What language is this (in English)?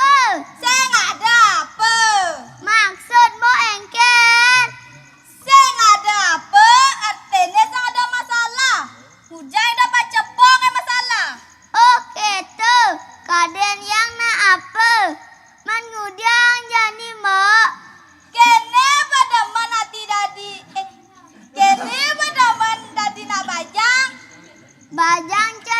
Balinese